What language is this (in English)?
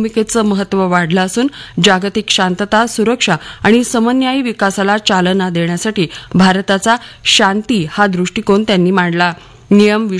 Marathi